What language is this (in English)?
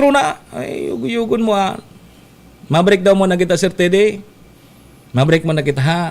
Bikol